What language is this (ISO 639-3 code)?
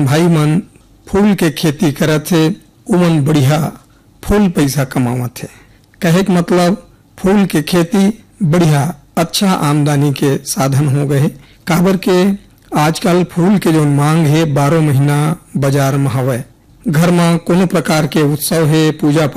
hne